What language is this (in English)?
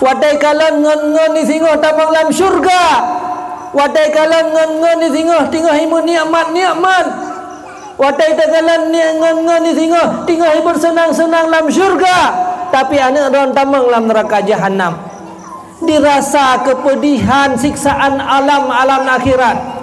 Achinese